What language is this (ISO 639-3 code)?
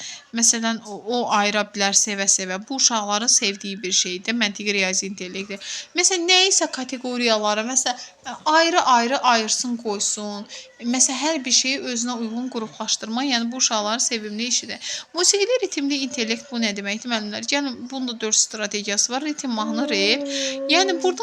aze